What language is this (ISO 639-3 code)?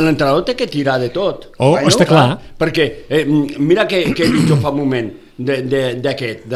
cat